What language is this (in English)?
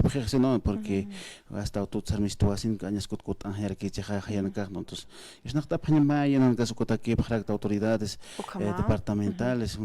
Aymara